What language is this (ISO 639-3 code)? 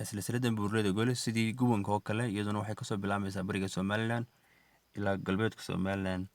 som